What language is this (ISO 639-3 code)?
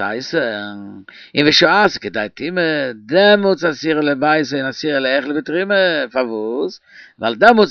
yid